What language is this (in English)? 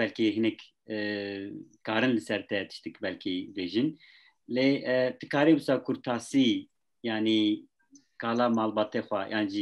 Kurdish